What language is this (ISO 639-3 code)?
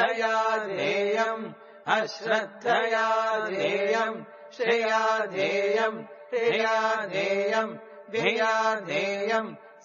san